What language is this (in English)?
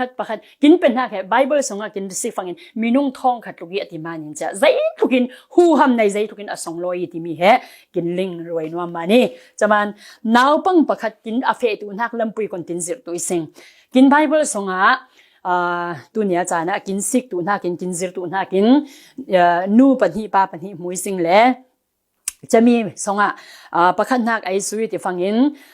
Falam Chin